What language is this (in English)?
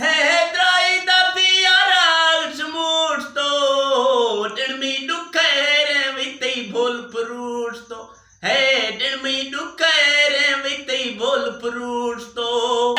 Eastern Balochi